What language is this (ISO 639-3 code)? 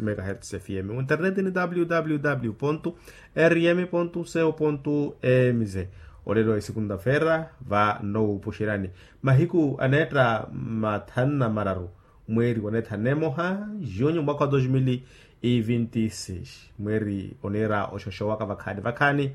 vmw